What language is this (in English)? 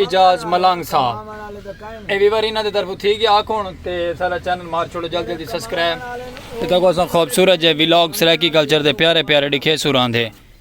Saraiki